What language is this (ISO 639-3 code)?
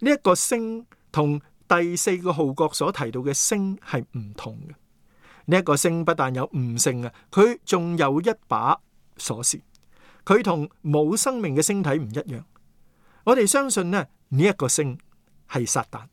yue